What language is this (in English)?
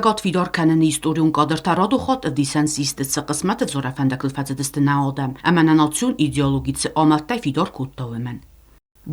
Ossetic